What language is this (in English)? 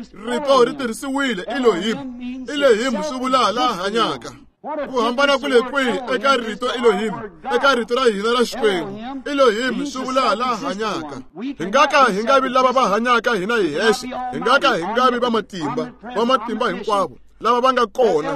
Tsonga